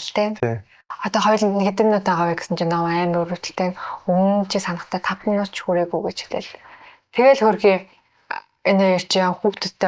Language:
Mongolian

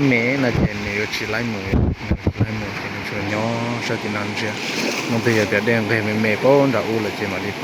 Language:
Hmong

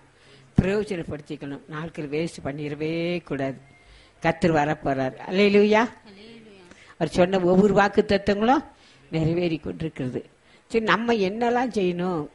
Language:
Tamil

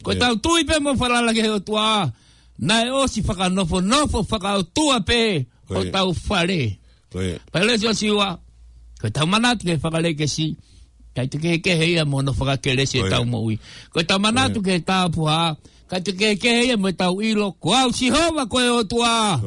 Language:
Tongan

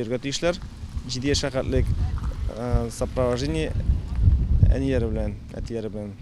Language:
Tatar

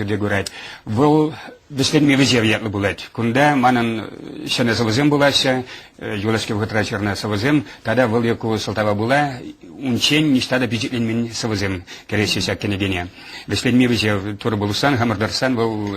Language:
Chuvash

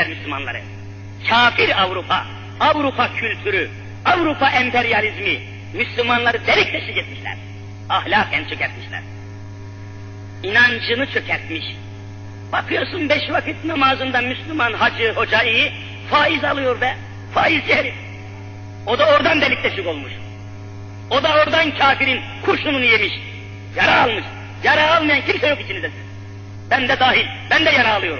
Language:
Turkish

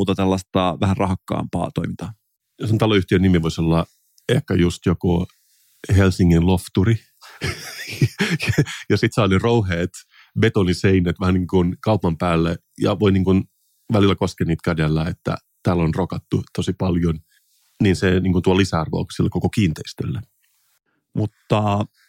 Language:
Finnish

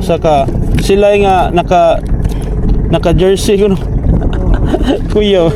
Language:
Cebuano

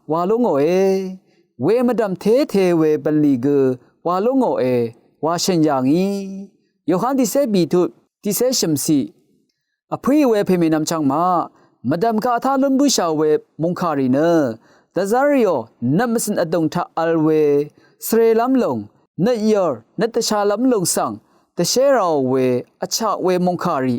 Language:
Rawang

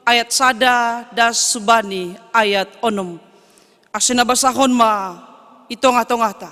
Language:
Batak Simalungun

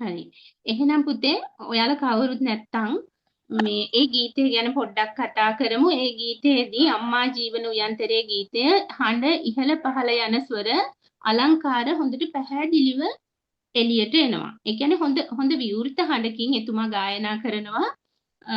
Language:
Sinhala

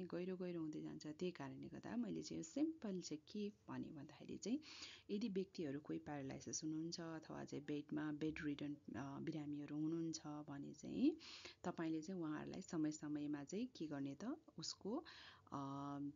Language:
Nepali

